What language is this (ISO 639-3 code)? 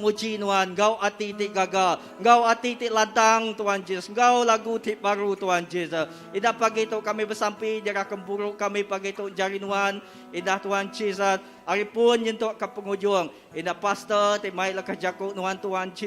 iba